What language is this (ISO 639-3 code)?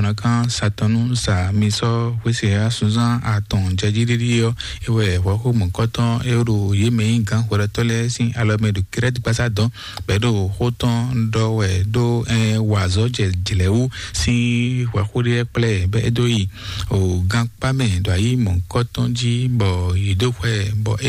fon